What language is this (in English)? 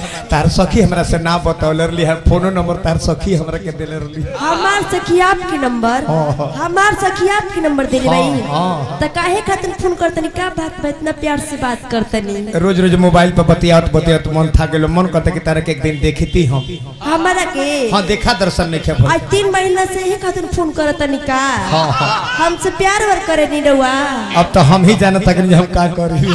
Bhojpuri